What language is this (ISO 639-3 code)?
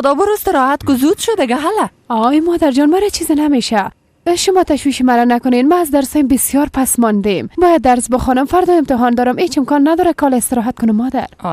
fas